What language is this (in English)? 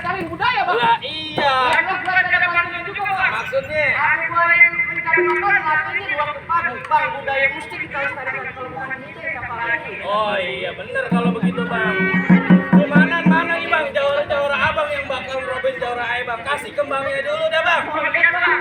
Betawi